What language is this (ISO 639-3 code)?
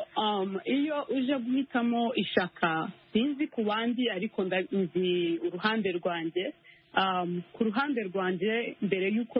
kin